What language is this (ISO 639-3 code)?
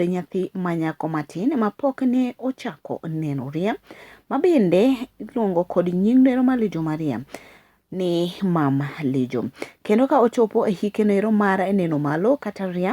luo